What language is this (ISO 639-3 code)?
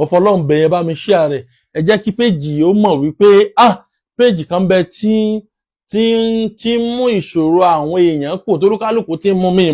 yor